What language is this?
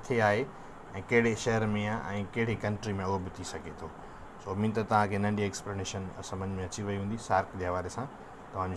Sindhi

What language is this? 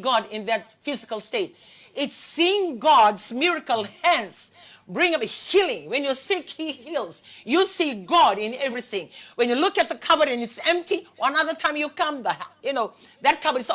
Fijian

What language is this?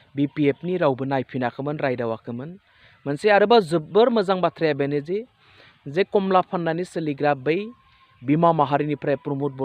Bodo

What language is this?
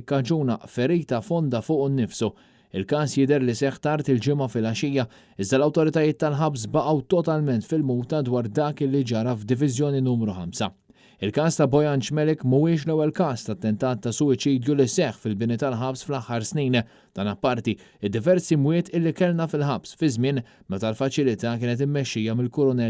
Maltese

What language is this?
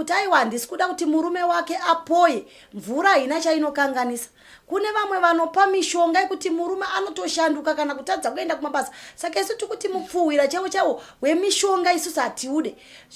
Shona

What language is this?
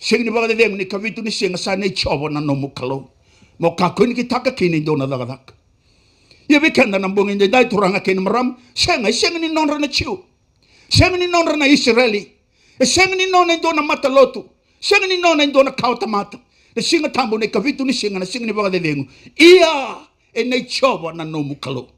Fijian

